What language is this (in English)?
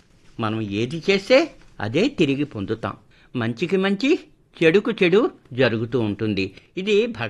Telugu